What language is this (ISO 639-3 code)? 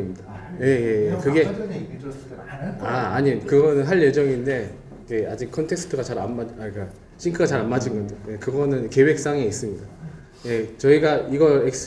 kor